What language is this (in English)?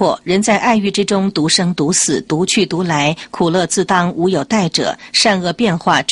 Chinese